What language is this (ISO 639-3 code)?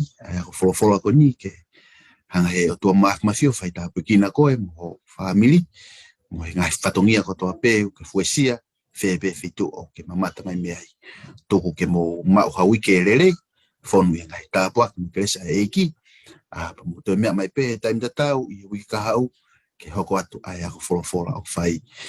ton